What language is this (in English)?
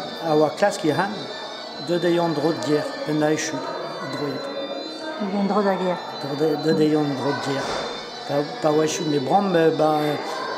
Breton